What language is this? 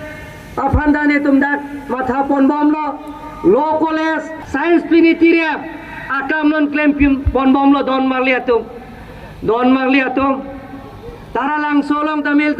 Karbi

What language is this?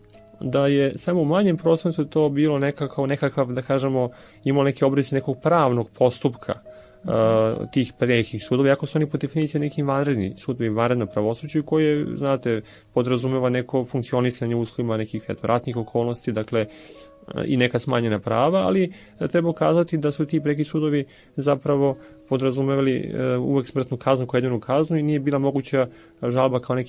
Serbian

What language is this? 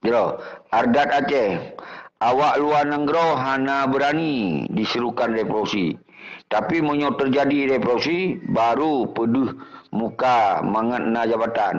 Achinese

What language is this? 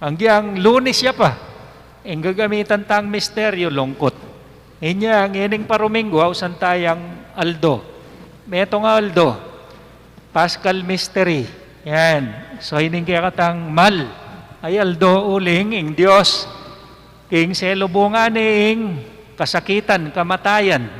Pampanga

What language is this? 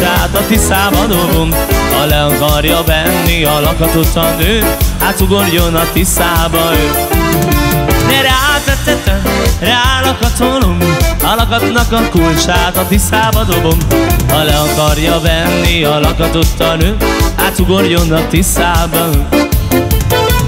Hungarian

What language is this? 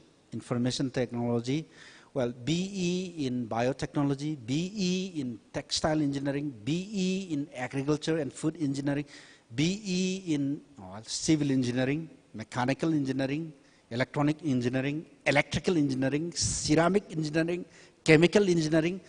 Tangkhul Naga (India)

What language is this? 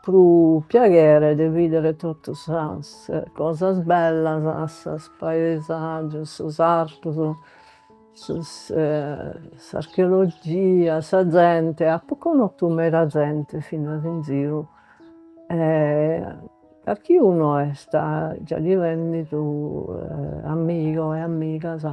Sardinian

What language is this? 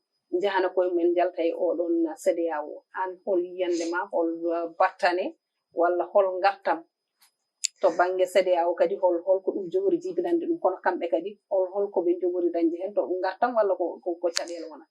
Fula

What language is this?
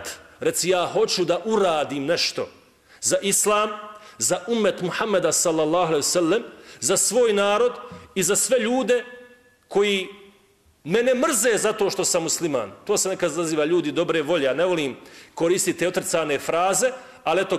Bosnian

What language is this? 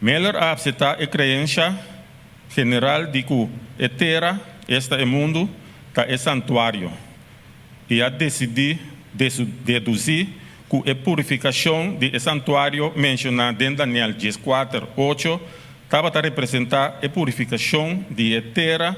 Papiamento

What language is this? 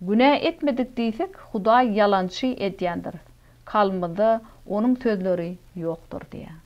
Turkmen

